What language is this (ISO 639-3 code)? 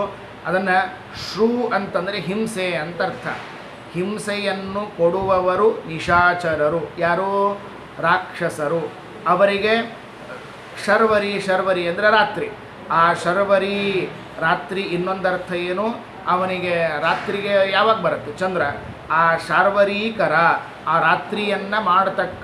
kan